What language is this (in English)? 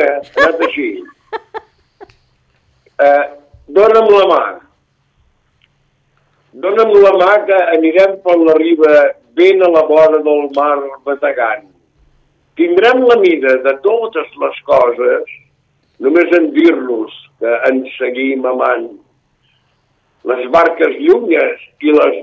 Catalan